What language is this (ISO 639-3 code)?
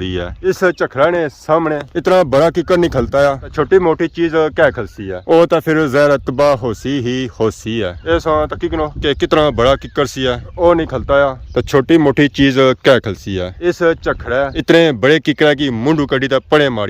phr